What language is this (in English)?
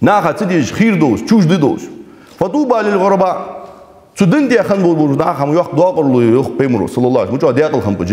Ingush